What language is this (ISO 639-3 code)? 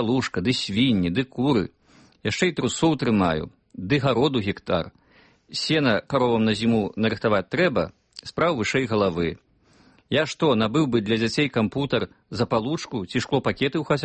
bel